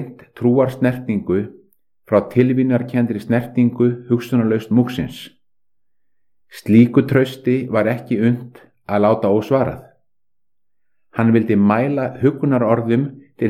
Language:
Icelandic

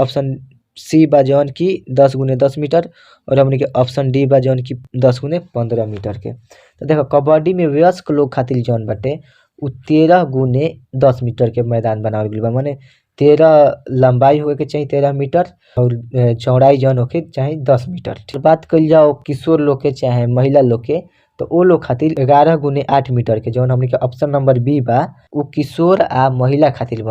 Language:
Bhojpuri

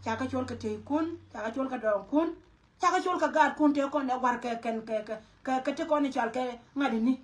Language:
Nuer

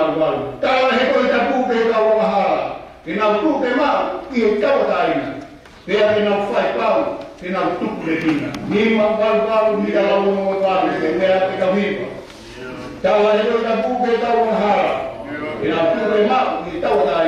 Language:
Tongan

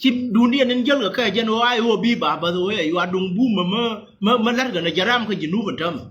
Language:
Nuer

